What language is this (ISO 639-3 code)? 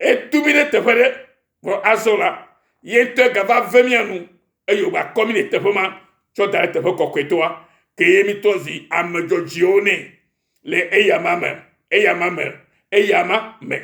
ewe